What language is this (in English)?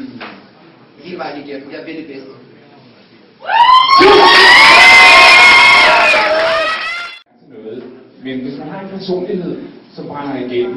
Danish